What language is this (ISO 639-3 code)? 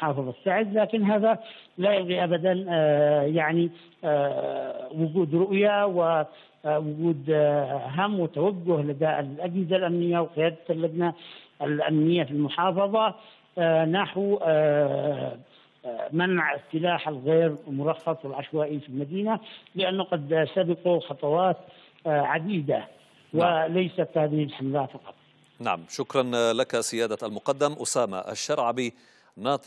ara